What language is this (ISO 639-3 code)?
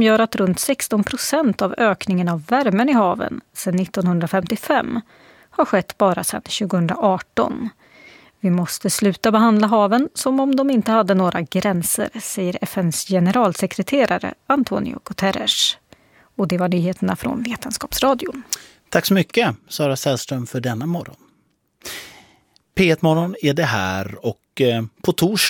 swe